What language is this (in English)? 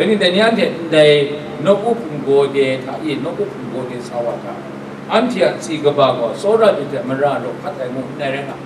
Kachin